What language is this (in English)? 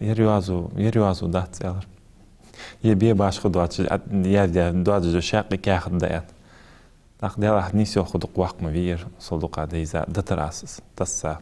Ingush